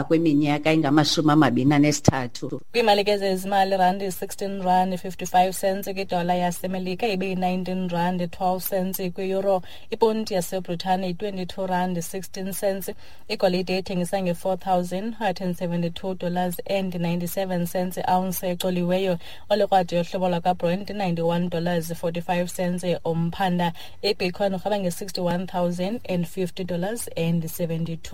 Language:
Xhosa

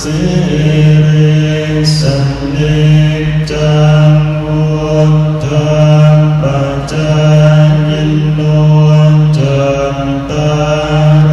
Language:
Northeastern Thai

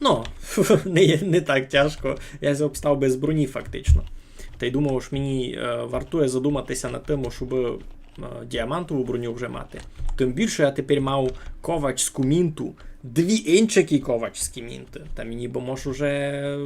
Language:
Rusyn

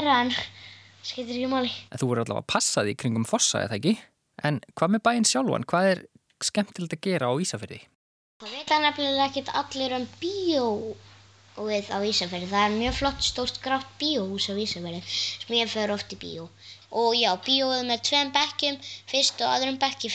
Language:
Icelandic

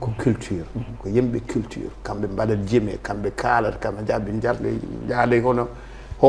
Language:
Fula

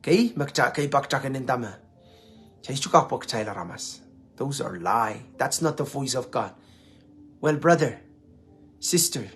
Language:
Pohnpeian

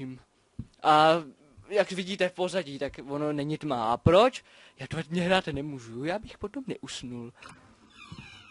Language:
Czech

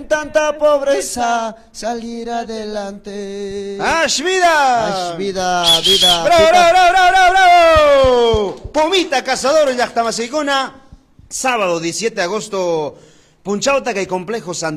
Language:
Ayacucho Quechua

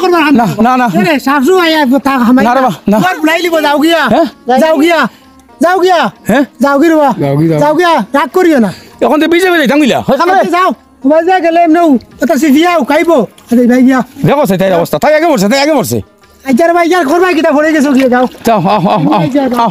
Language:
Sylheti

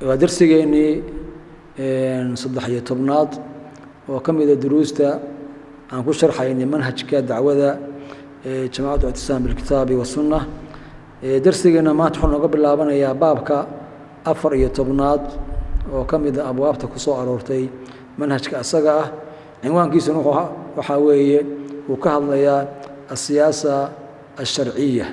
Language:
Somali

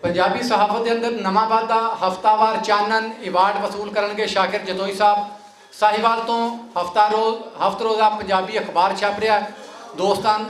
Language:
Western Panjabi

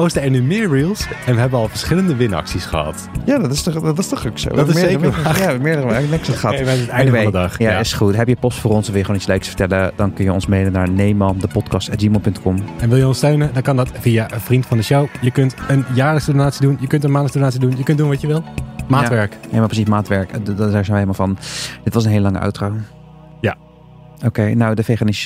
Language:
Dutch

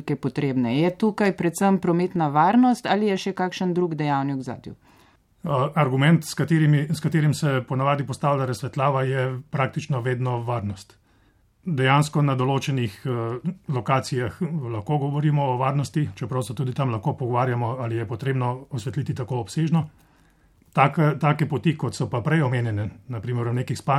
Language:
Slovenian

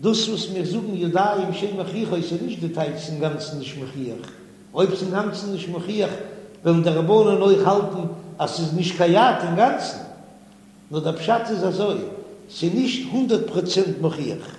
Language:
Yiddish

